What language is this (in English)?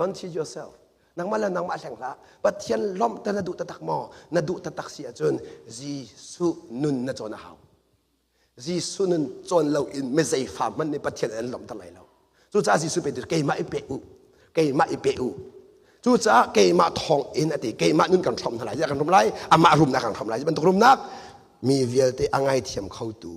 Hakha Chin